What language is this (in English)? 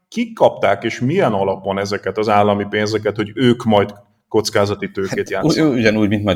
Hungarian